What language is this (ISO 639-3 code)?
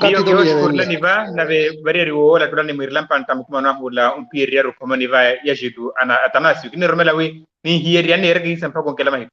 vmw